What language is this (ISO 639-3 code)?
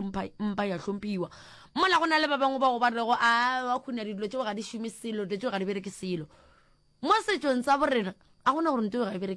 nso